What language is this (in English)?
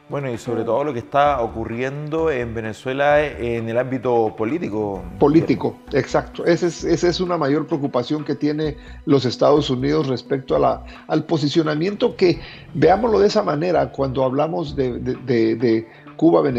Spanish